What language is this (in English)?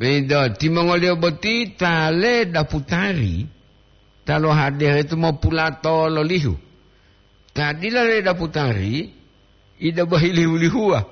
Gorontalo